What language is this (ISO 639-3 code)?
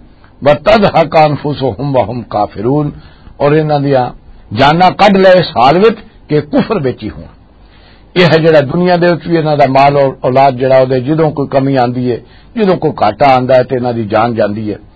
lah